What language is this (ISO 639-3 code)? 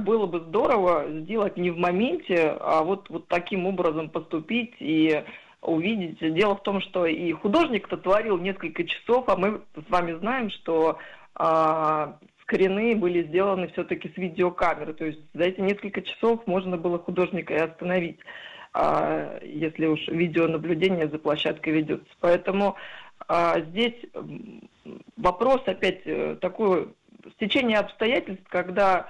rus